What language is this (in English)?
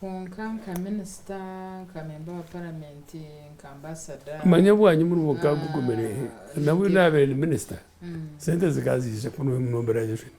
Nyankole